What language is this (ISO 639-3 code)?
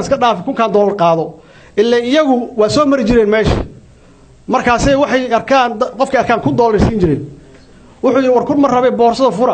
som